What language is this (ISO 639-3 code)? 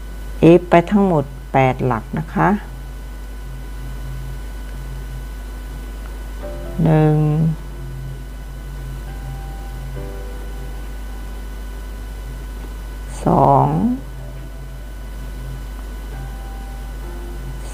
tha